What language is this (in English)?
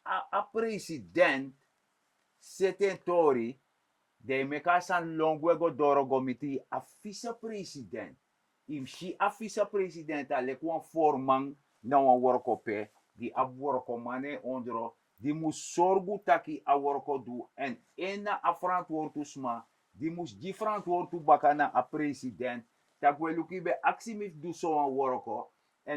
Sranan Tongo